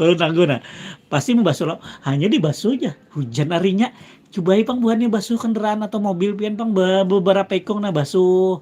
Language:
Banjar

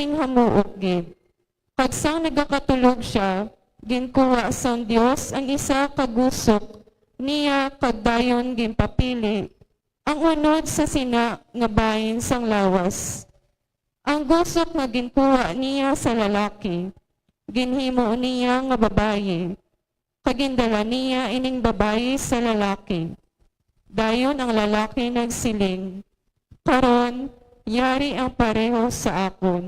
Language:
Hiligaynon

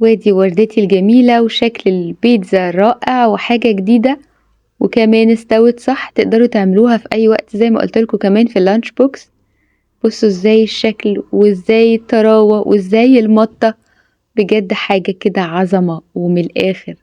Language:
Egyptian Arabic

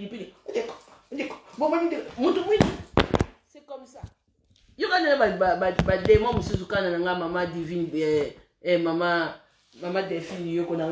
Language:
Lingala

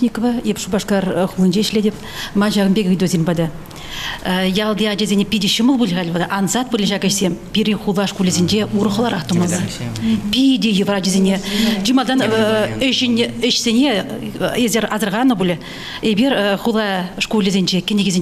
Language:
Chuvash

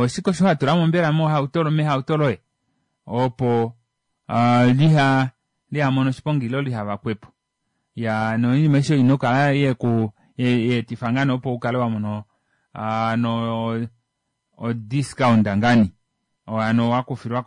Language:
Kuanyama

